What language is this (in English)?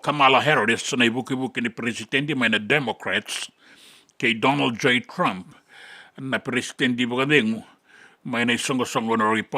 Fijian